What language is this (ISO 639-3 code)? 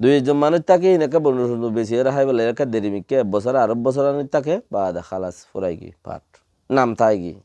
rhg